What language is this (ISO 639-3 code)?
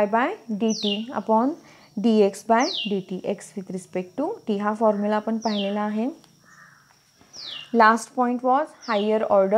mar